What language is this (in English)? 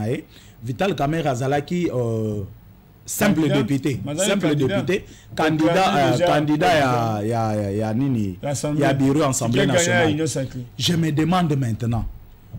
Lingala